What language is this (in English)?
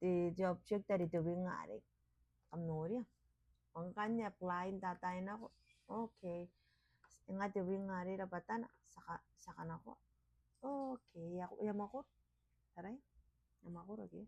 Gilbertese